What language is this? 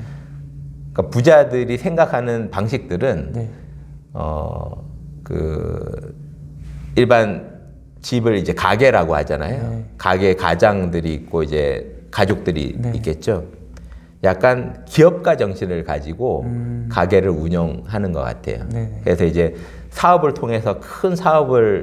Korean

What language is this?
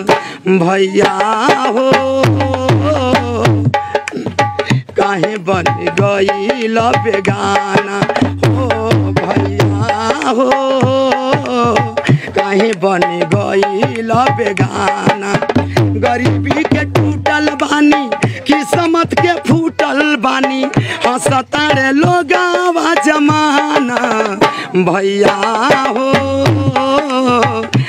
Bhojpuri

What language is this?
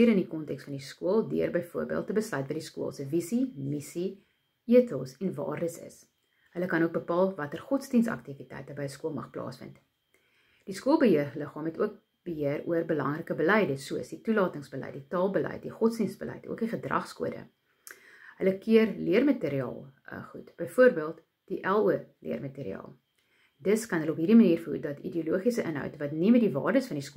Afrikaans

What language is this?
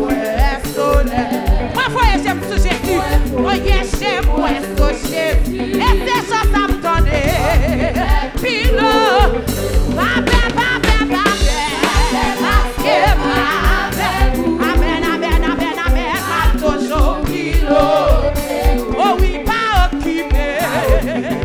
French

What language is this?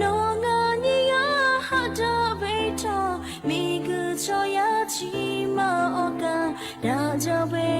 Lahu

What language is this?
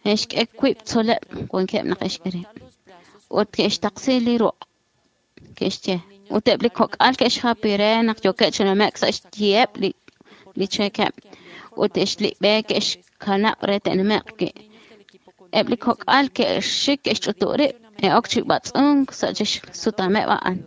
Kekchí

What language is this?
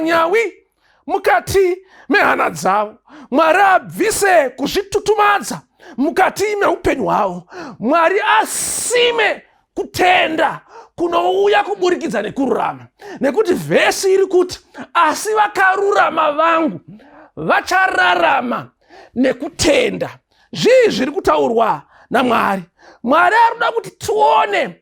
Shona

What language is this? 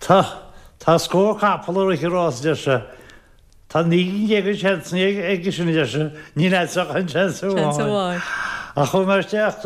Irish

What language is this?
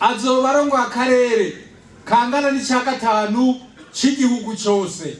Rundi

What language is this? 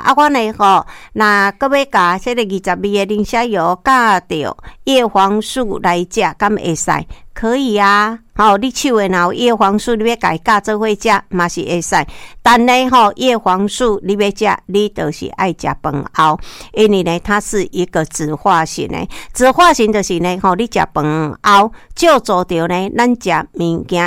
Min Nan Chinese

